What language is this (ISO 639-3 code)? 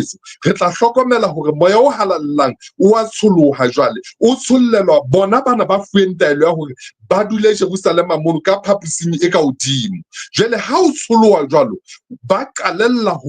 sot